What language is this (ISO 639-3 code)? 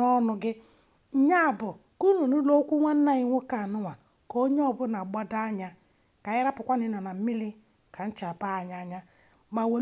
ibo